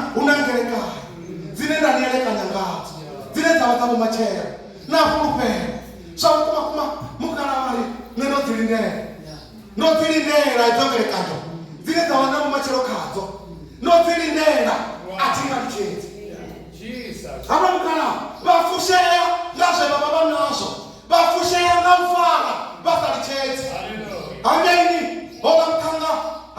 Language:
Venda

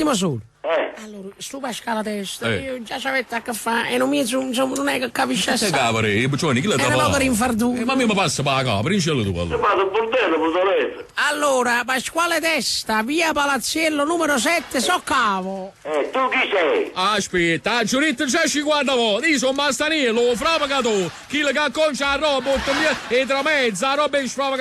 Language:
Neapolitan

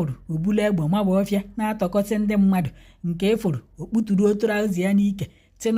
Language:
Igbo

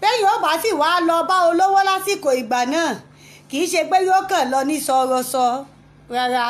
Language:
Yoruba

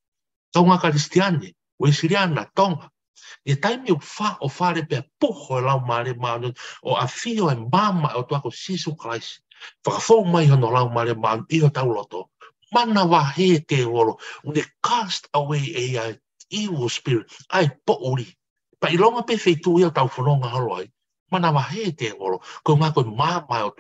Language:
Tongan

